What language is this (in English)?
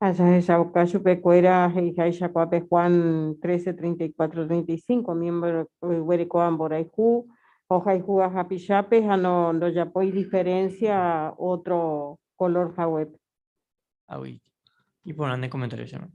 Guarani